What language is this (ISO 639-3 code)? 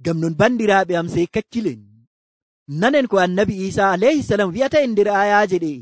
fuv